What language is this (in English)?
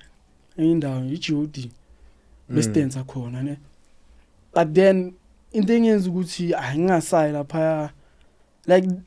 Zulu